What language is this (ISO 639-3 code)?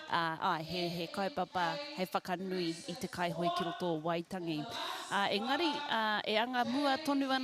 mri